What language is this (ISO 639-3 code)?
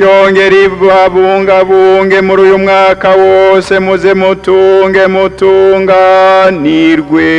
run